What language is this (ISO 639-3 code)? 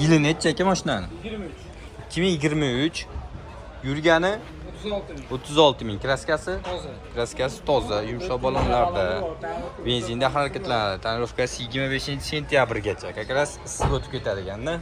uzb